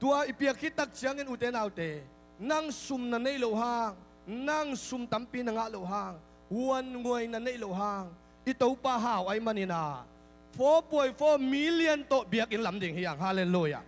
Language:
Tedim Chin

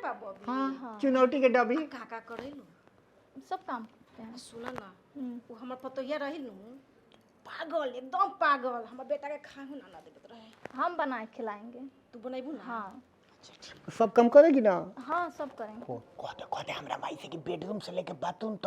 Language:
Bhojpuri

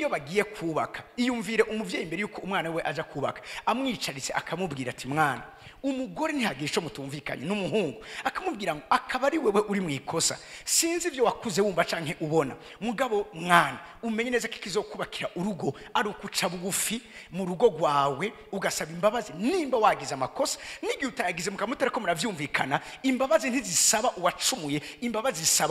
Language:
Rundi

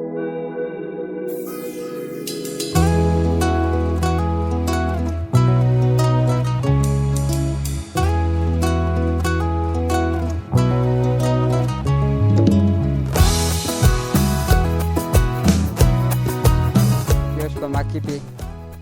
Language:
Imbabura Highland Quichua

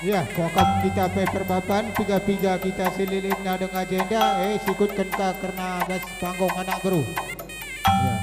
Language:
Batak Karo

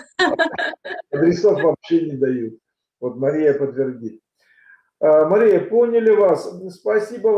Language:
Russian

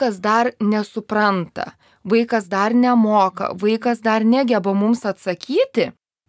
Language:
Lithuanian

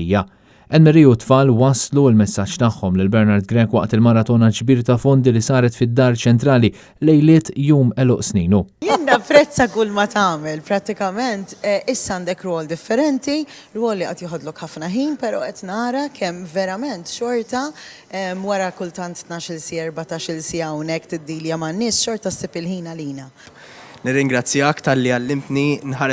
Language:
Maltese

